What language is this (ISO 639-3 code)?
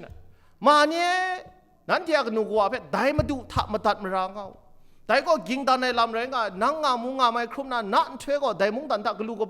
kac